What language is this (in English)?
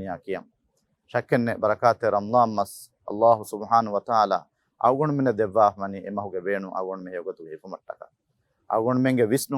Divehi